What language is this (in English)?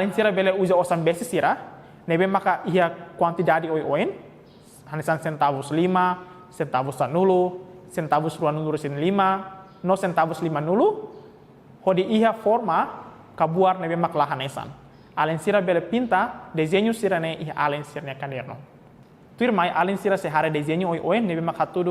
Tetum